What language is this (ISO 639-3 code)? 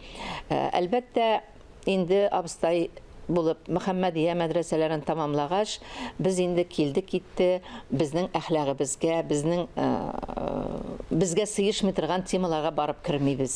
tat